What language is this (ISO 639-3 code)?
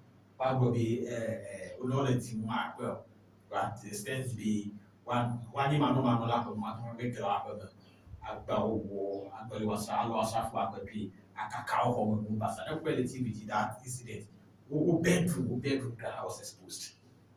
ewe